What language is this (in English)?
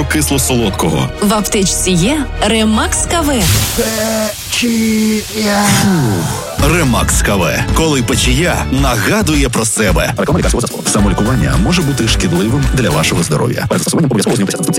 Ukrainian